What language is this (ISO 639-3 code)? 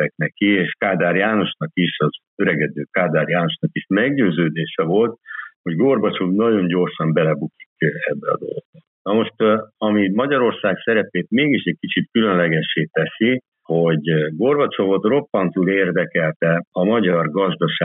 hun